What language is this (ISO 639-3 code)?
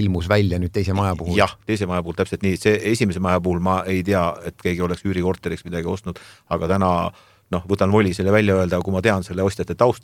est